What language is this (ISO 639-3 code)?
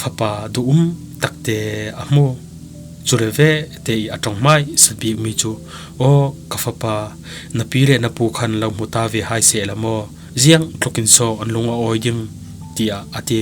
cfm